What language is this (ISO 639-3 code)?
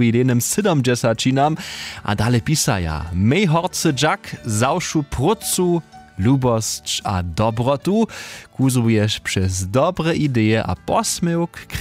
hsb